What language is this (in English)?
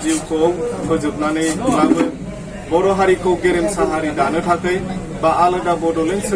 Bodo